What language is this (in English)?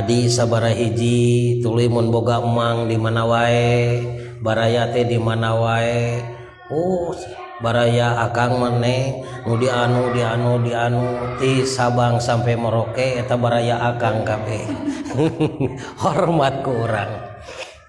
Sundanese